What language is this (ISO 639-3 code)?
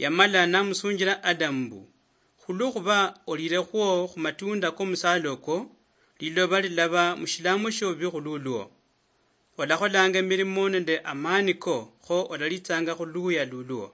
luy